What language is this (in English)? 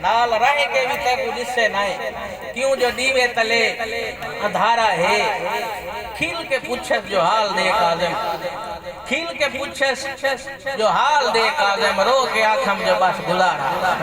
Saraiki